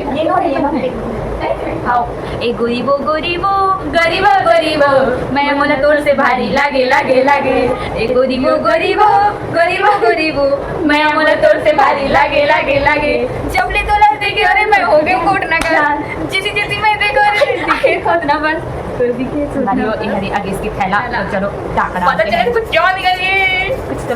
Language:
Chhattisgarhi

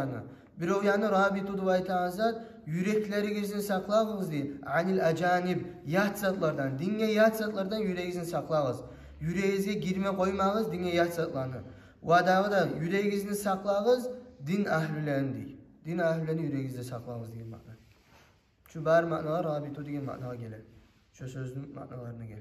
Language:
Kumyk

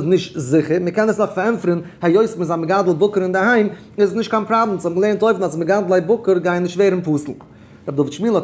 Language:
Yiddish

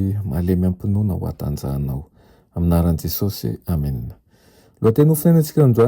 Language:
Malagasy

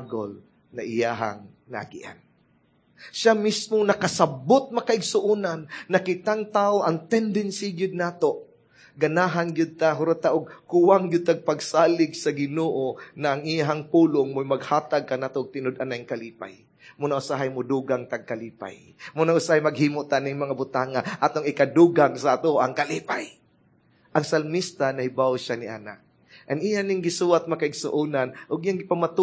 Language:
Cebuano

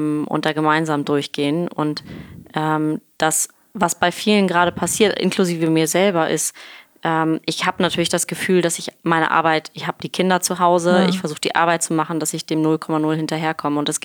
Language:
German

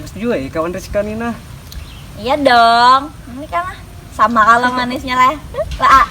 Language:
Banjar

